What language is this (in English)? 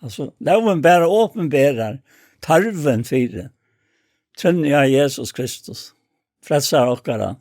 Faroese